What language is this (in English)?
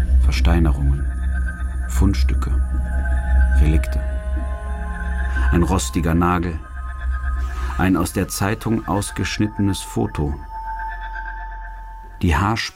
German